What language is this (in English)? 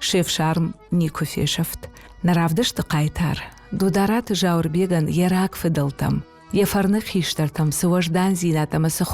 Ossetic